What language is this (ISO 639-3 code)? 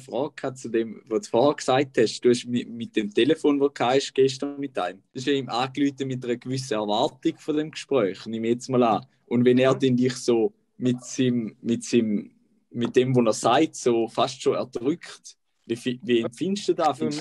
gsw